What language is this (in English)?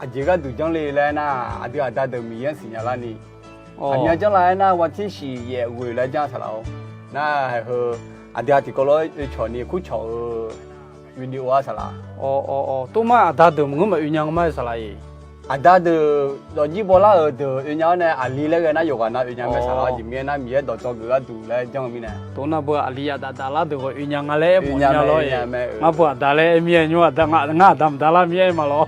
Akha